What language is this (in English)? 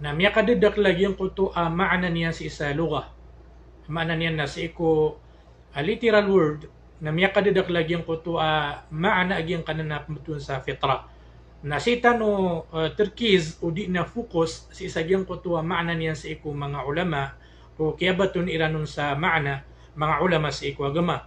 Maranao